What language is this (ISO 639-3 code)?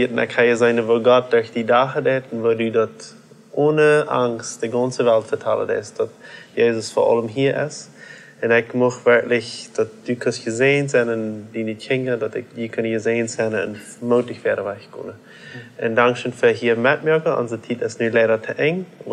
pdt